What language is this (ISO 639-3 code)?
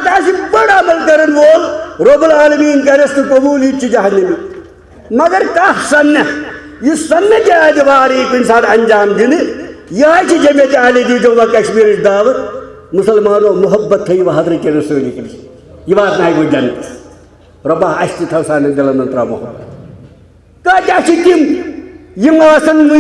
kas